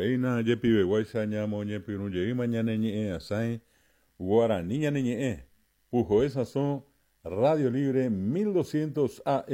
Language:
Guarani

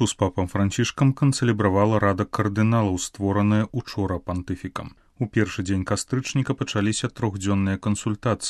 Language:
Belarusian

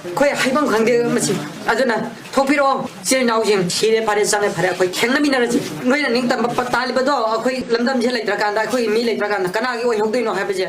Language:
Manipuri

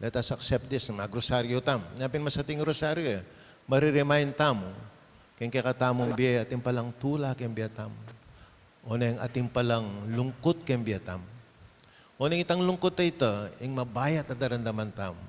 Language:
Pampanga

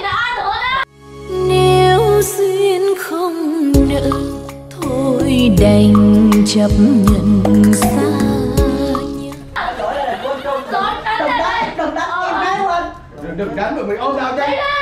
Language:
Vietnamese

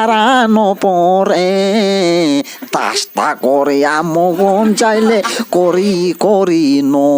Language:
Riang (India)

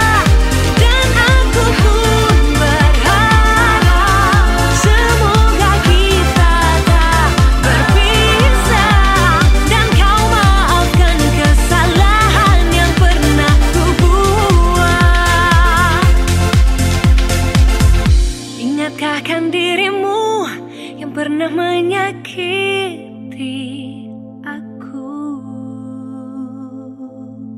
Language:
Indonesian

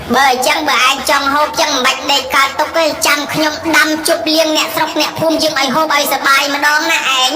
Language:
Khmer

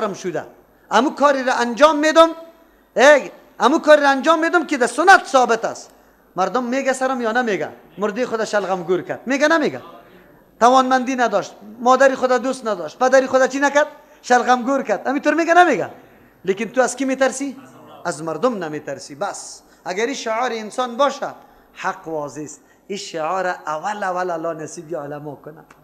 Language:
Persian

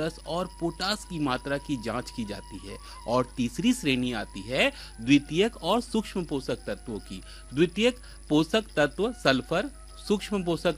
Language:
Hindi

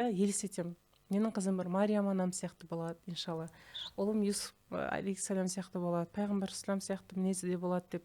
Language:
Kazakh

